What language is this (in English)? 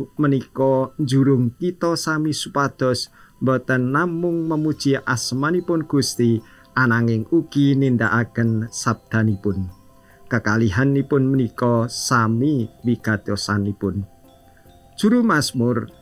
Javanese